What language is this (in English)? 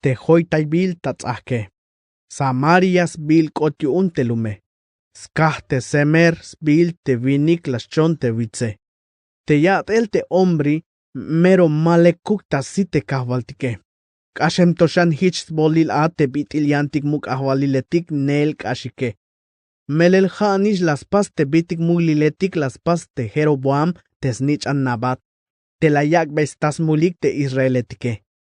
Tzeltal